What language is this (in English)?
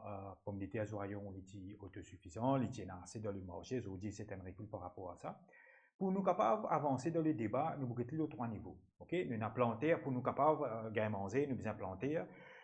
Morisyen